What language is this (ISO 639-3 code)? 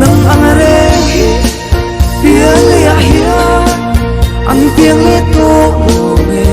lus